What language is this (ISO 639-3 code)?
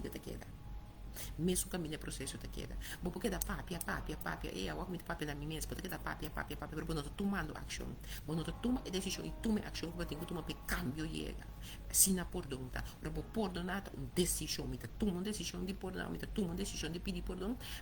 pap